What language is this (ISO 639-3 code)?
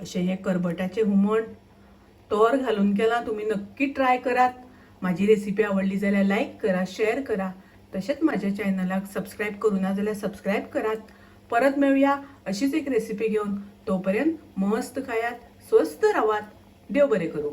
kok